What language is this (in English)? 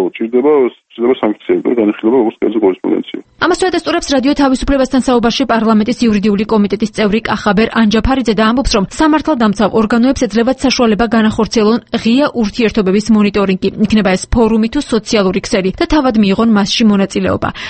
Georgian